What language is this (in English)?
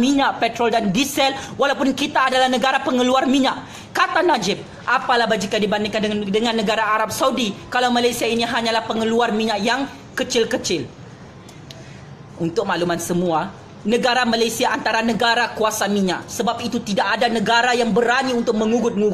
Malay